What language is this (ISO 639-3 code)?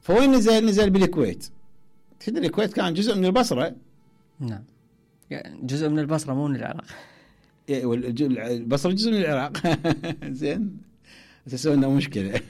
acm